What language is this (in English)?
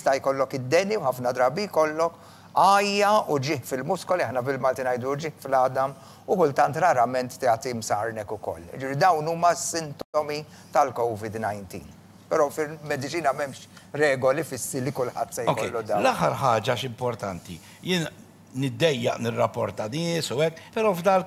Maltese